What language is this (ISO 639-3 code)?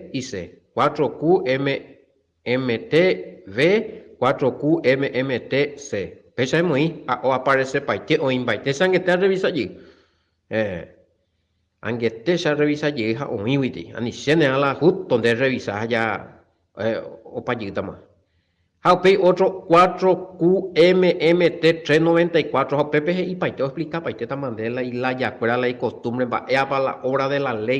grn